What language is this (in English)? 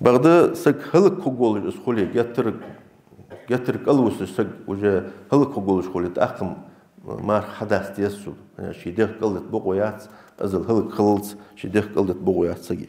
Ingush